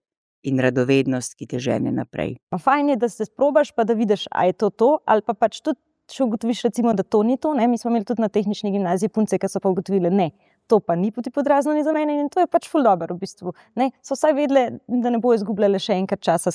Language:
Slovenian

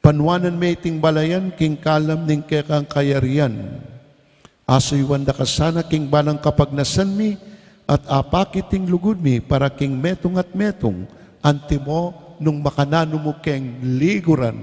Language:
Pampanga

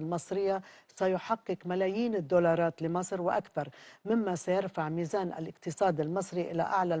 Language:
Egyptian Arabic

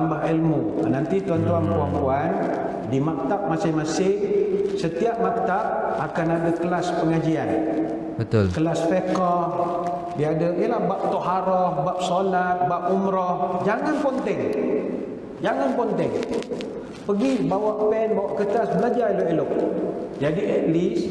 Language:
Malay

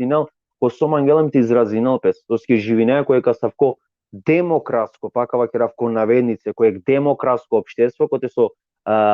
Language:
Balkan Romani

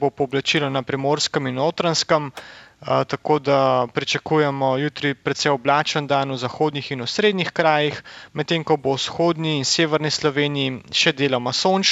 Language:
Slovenian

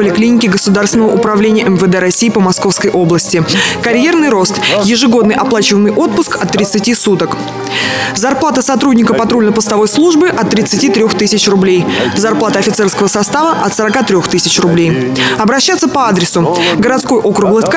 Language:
Russian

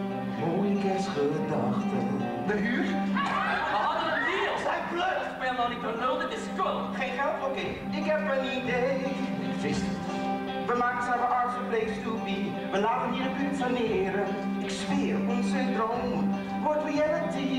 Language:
Dutch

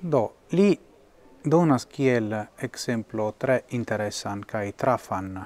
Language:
Esperanto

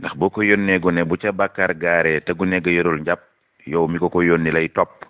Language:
Wolof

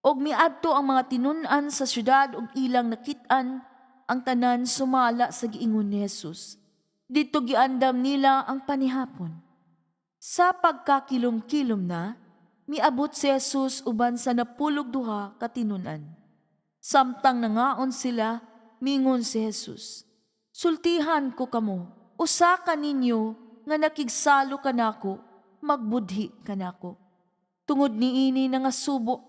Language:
Cebuano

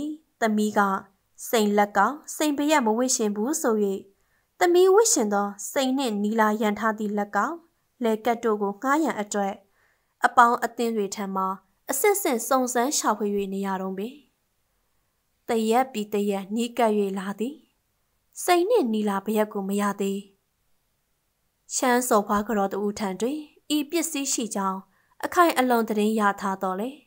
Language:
Burmese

